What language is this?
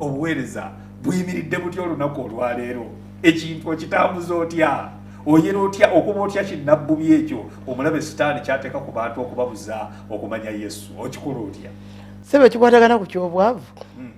Ganda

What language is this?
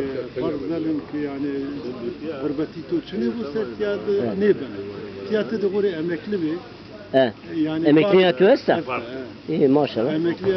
Zaza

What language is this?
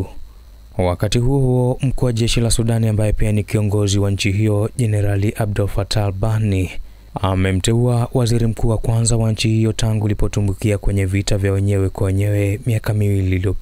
Swahili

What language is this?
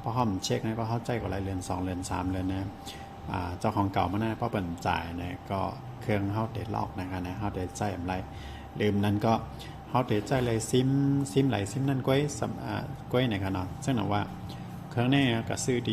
Shan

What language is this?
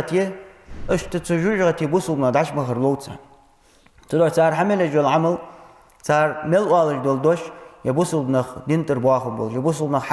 Ingush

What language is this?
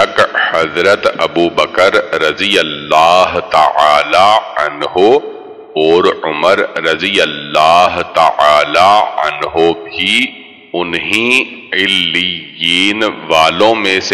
Urdu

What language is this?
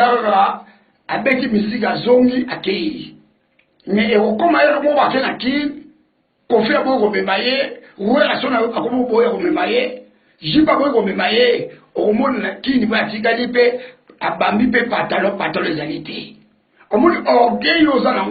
Lingala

